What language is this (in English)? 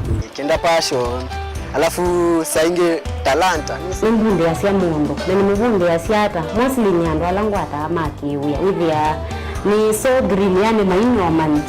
Kamba